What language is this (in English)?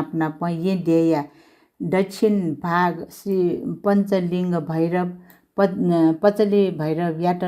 Newari